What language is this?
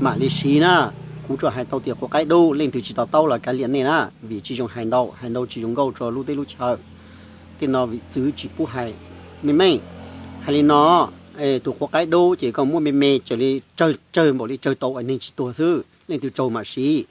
Hmong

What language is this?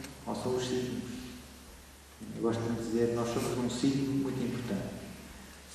Portuguese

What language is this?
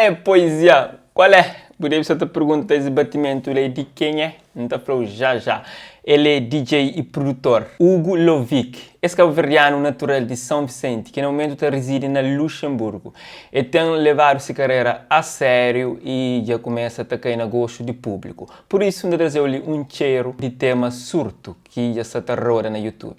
Kabuverdianu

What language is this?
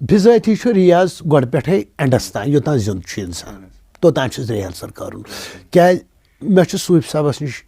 Kashmiri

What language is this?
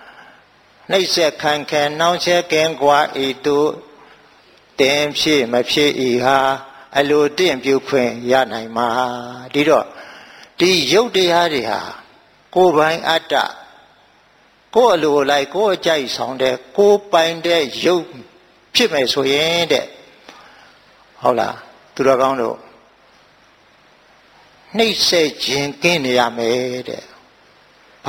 Burmese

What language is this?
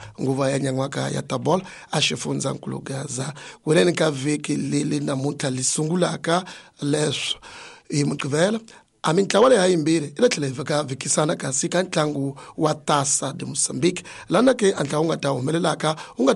Tsonga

